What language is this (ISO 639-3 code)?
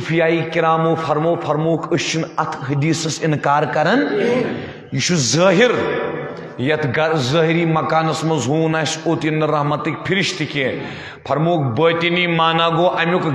kas